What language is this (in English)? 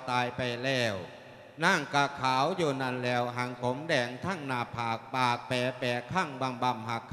Lao